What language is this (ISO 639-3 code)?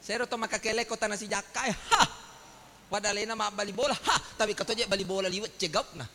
bug